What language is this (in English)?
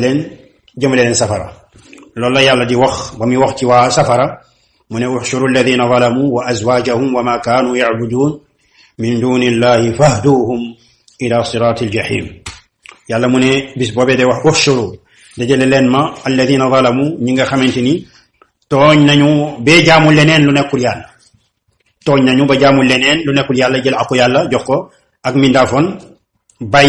Wolof